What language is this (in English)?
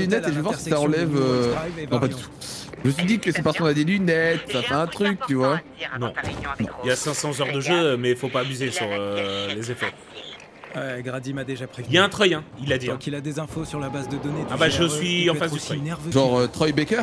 French